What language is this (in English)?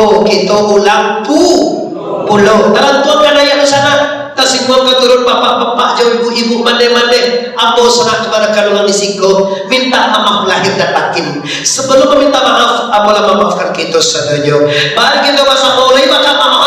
Minangkabau